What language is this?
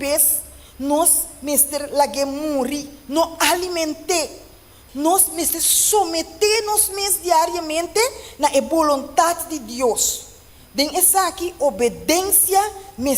Papiamento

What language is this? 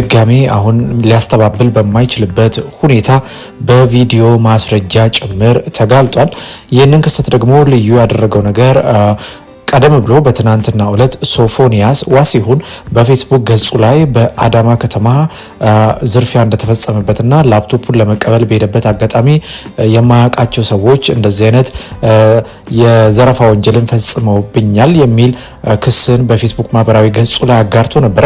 Amharic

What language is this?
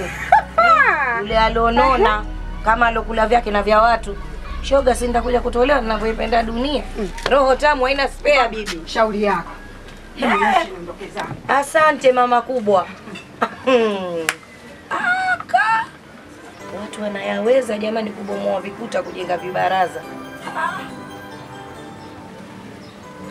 Swahili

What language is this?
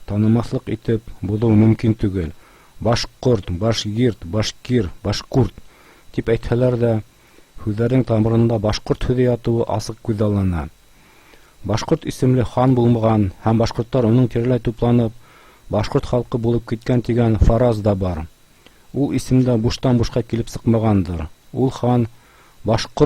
Bashkir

